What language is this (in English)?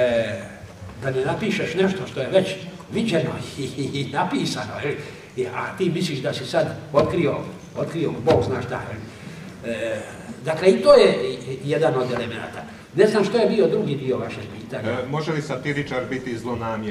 Croatian